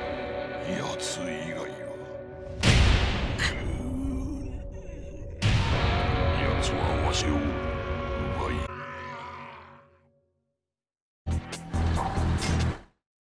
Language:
Japanese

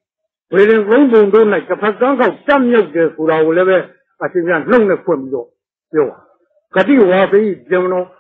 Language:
Burmese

